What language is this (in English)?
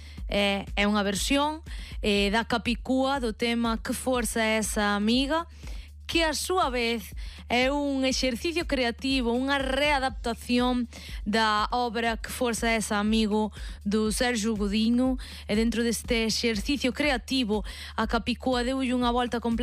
Galician